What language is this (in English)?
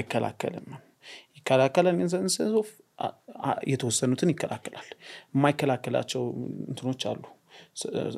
Amharic